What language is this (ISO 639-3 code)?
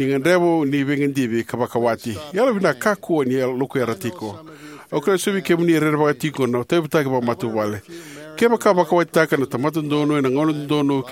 fij